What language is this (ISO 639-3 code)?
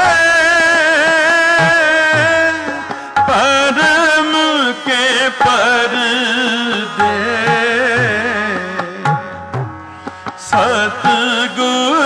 pan